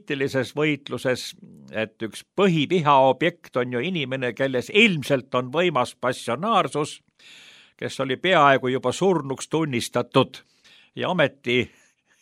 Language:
Estonian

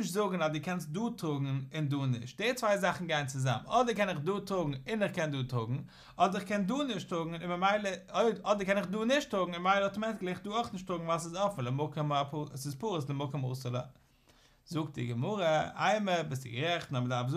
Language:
Yiddish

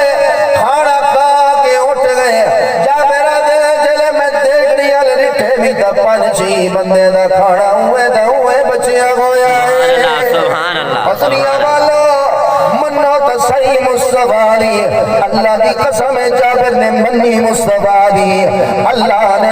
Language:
Saraiki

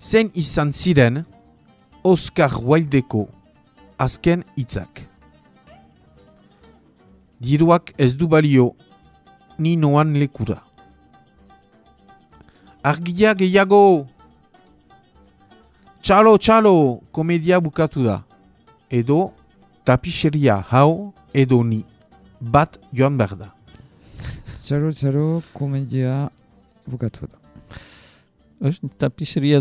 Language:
Basque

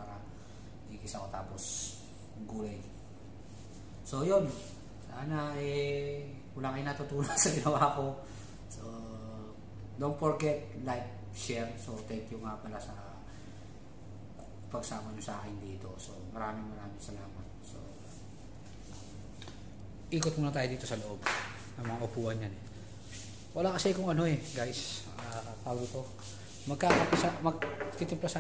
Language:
Filipino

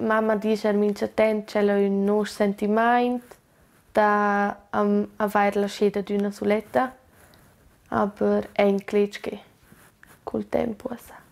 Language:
Romansh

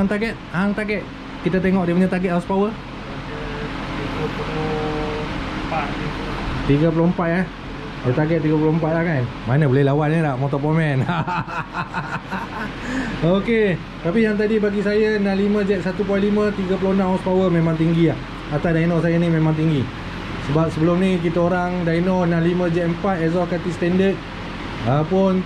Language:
Malay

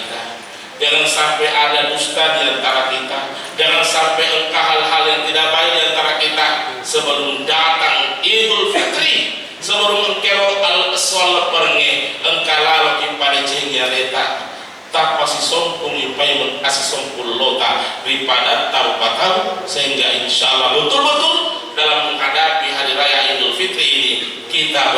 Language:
Buginese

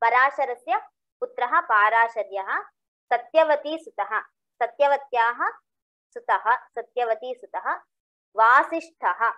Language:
Sanskrit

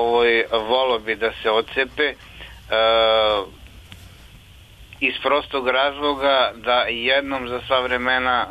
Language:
Serbian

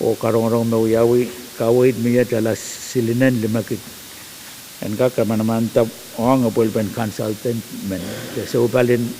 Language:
Pohnpeian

